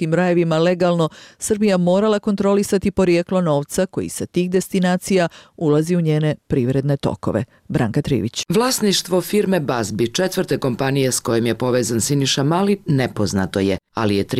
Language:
Bosnian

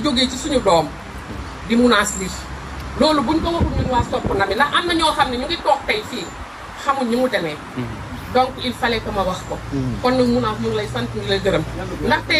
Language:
Wolof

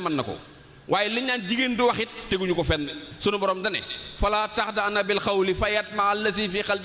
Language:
Wolof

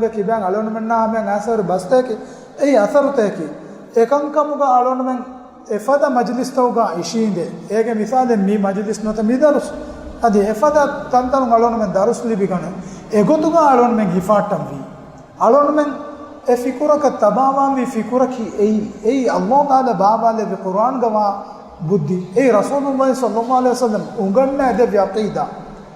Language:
Divehi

